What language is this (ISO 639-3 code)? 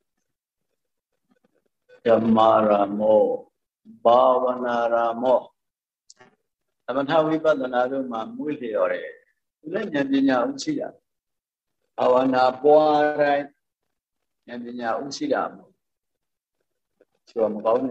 mya